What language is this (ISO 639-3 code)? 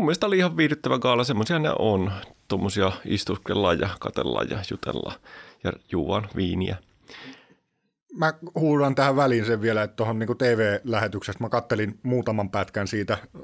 fin